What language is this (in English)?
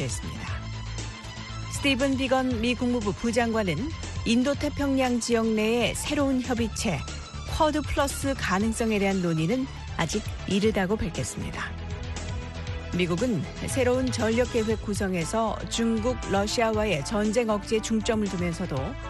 Korean